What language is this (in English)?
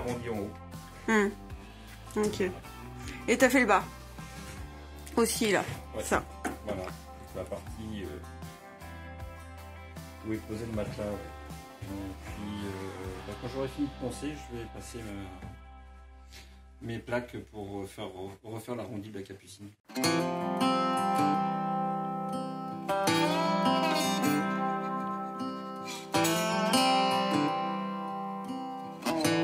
French